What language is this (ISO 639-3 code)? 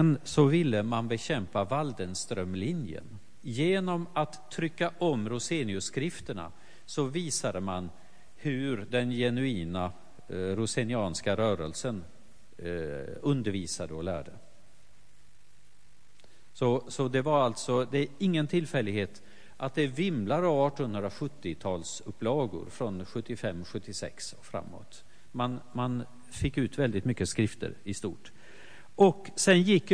swe